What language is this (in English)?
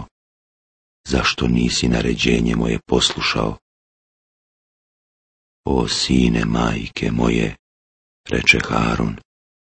Bosnian